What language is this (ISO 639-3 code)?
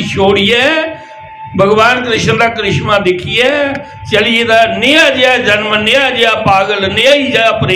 doi